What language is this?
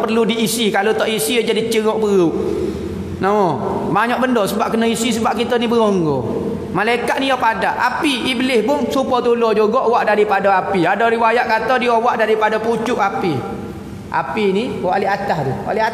Malay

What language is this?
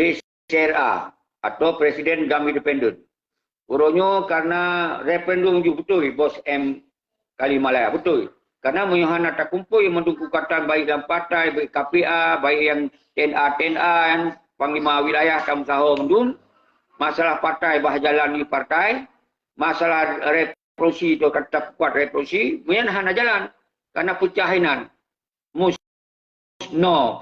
Achinese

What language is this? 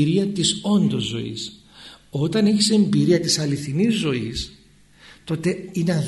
Greek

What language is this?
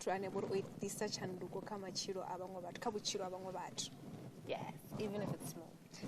Venda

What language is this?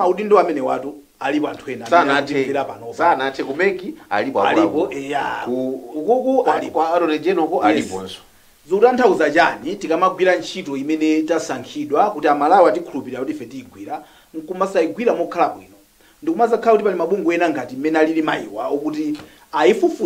Nyanja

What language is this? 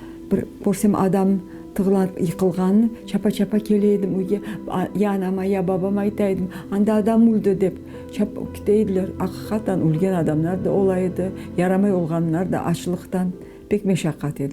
Crimean Tatar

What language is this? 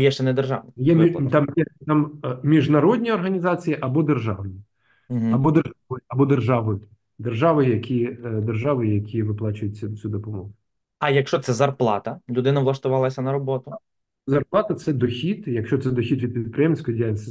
Ukrainian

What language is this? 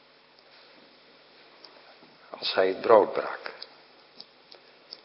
Dutch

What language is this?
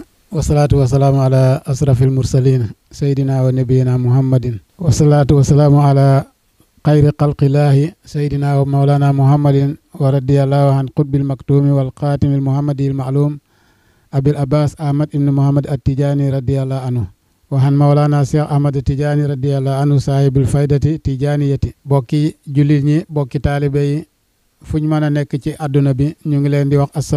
Wolof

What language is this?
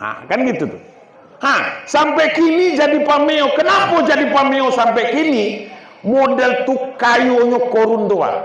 Minangkabau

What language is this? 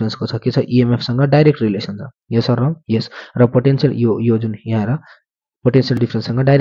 Nepali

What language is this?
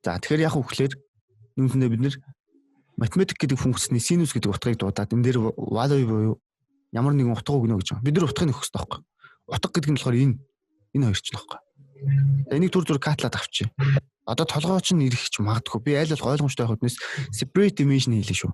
Mongolian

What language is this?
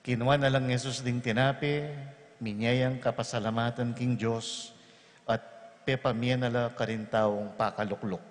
Pampanga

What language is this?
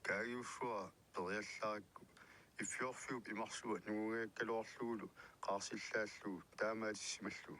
Kalaallisut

